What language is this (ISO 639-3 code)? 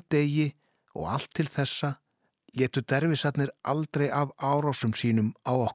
isl